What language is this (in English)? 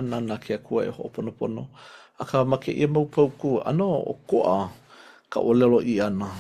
Hawaiian